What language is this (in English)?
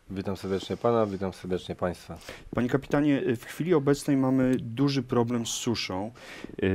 Polish